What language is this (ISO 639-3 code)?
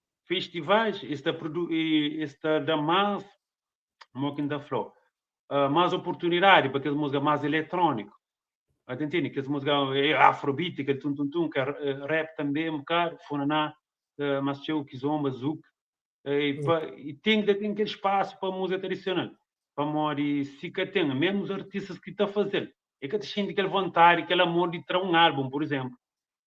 kea